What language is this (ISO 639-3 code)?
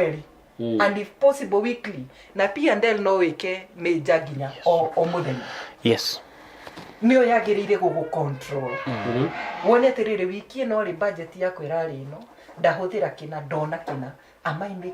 kik